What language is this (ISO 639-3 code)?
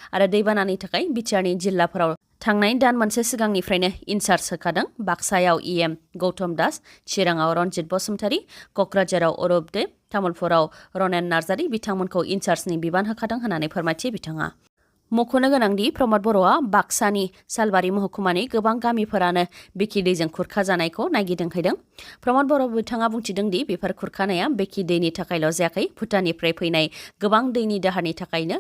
brx